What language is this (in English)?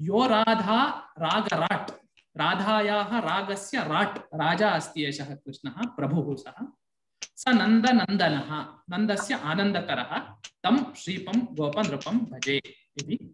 Sanskrit